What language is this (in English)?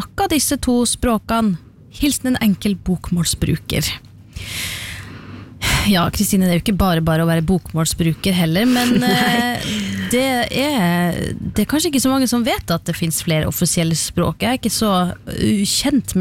Norwegian